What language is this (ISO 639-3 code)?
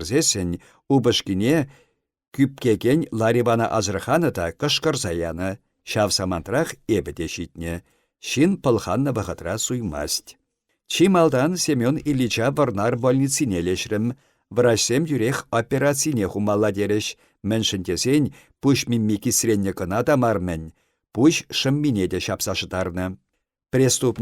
chv